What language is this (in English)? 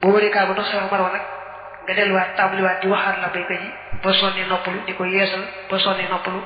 Wolof